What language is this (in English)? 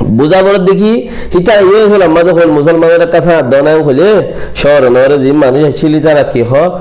Rohingya